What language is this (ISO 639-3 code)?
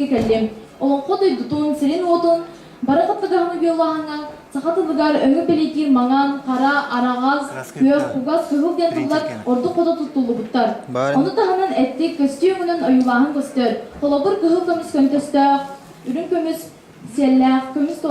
sah